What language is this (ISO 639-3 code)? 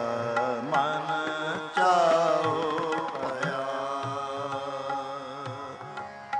pan